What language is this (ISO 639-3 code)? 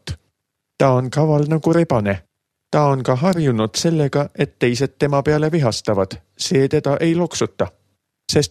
est